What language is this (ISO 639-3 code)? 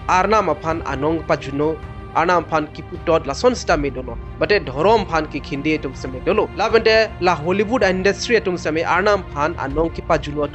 mjw